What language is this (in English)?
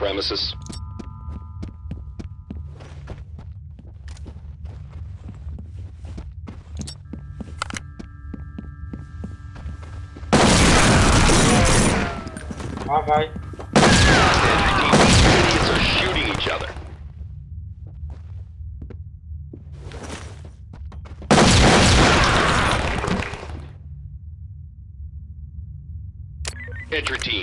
Polish